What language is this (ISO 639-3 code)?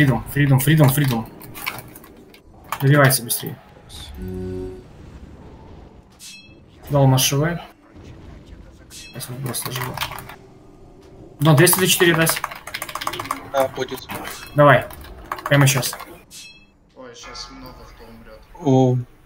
rus